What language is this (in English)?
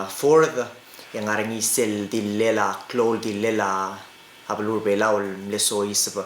Palauan